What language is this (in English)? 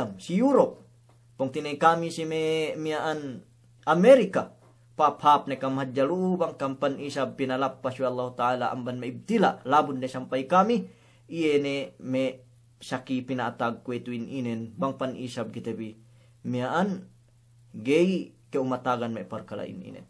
Yakan